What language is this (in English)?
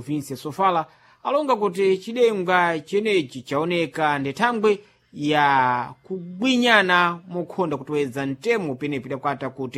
Sena